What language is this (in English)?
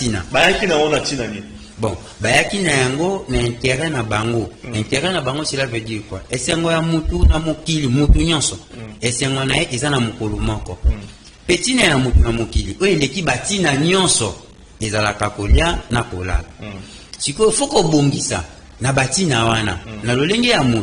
Lingala